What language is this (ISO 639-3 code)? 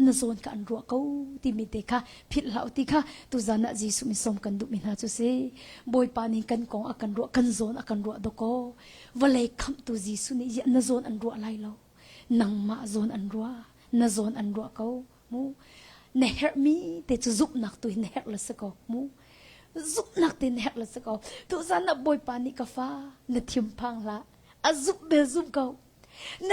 cnh